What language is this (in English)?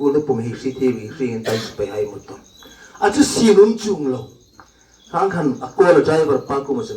Hmar